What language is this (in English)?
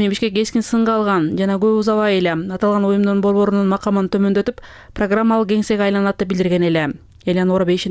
Kyrgyz